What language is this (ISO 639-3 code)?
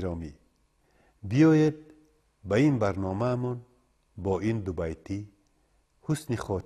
tgk